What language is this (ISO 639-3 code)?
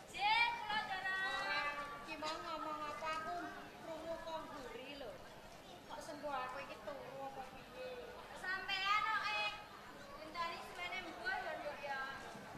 jav